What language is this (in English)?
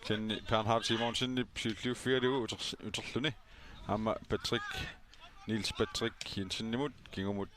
Kalaallisut